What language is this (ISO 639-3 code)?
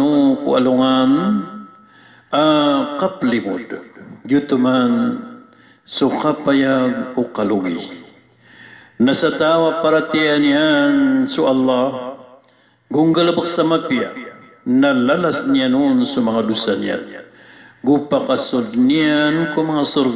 mrw